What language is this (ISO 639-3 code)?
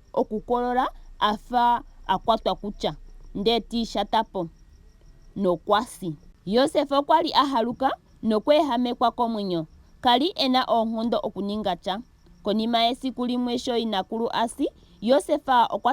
ndo